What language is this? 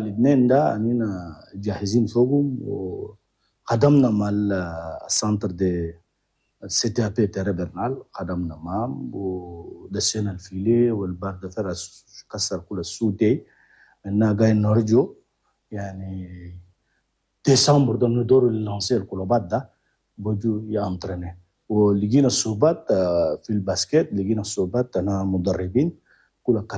Chadian Arabic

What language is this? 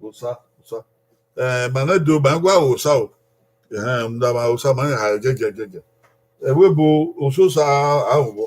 Bini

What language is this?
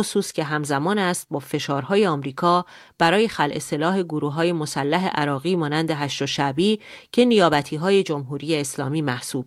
Persian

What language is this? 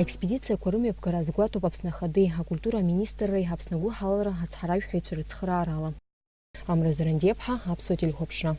Abkhazian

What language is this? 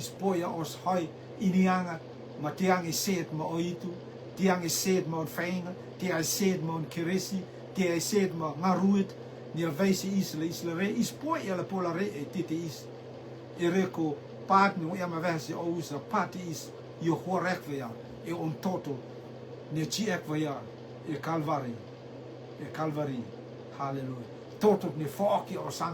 Rotuman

